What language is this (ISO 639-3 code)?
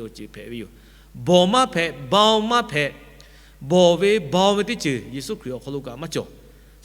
lhu